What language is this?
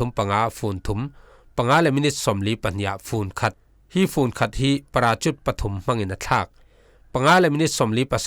Falam Chin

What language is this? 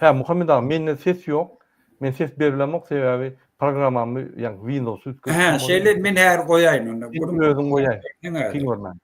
Turkmen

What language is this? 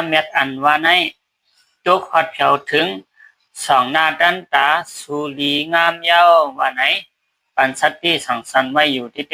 Shan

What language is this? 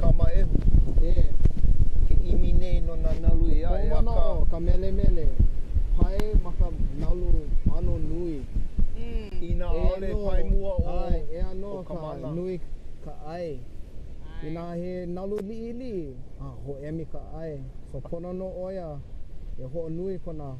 Hawaiian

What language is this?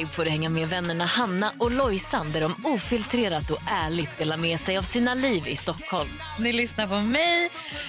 Swedish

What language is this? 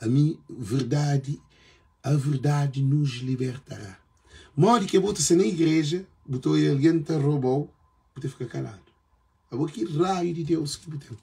Kabuverdianu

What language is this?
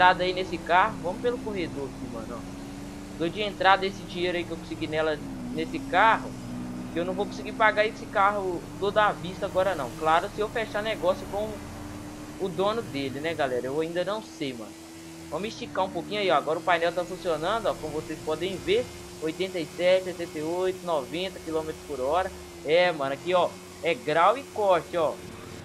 Portuguese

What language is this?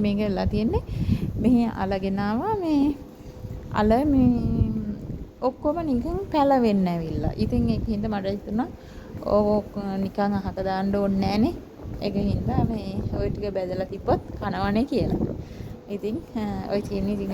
Sinhala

